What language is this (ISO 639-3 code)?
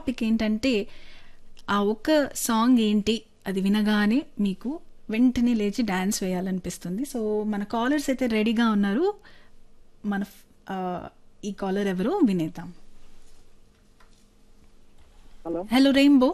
tel